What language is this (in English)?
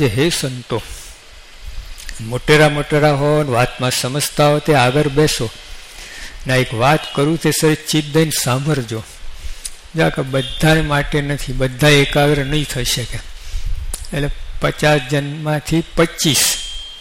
Gujarati